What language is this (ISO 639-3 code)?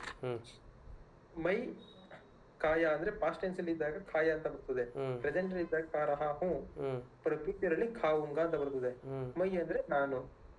kan